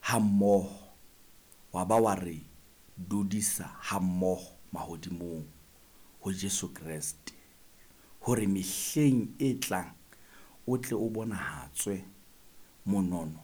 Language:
Southern Sotho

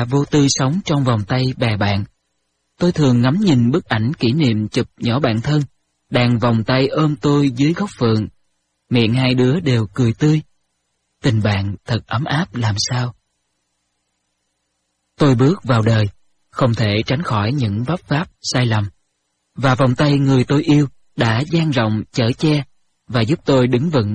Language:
Vietnamese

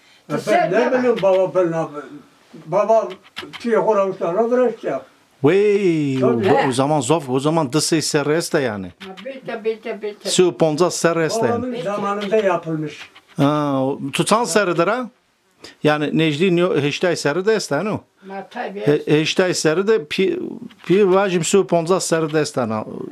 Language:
Zaza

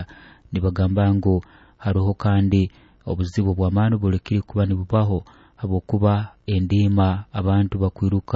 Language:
Nyoro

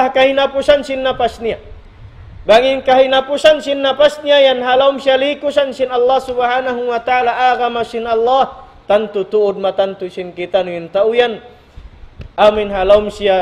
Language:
Tausug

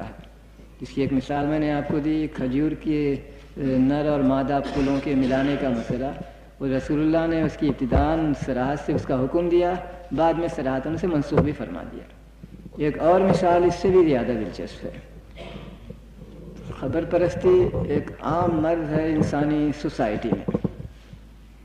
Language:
Urdu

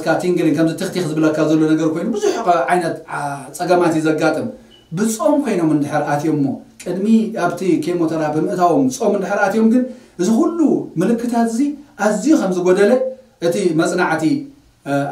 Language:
Tigrinya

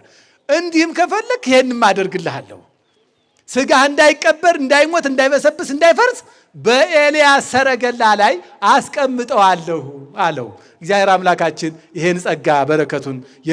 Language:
Amharic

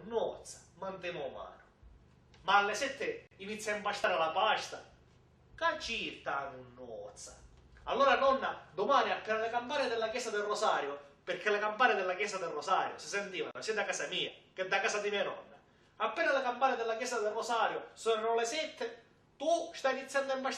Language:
Sicilian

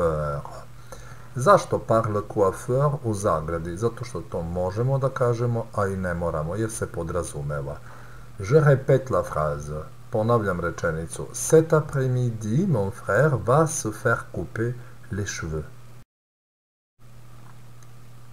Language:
Serbian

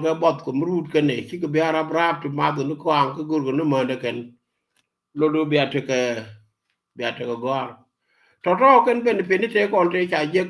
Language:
Nuer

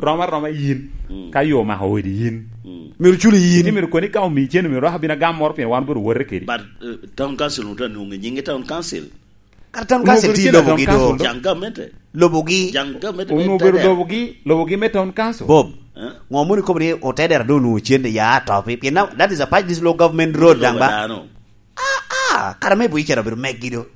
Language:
Lango (Uganda)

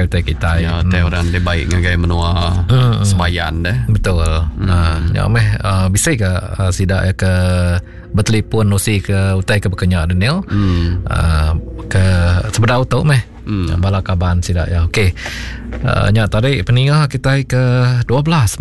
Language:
Iban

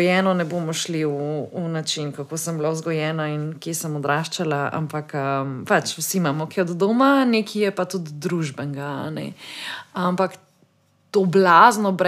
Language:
Slovenian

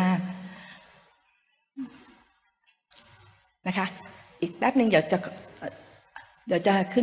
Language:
Thai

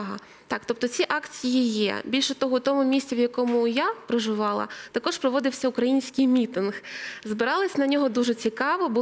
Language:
Ukrainian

